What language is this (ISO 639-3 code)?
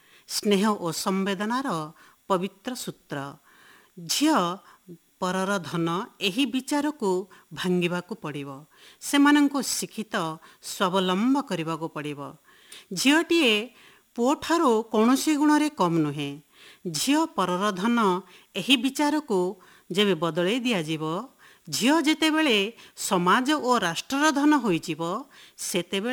ori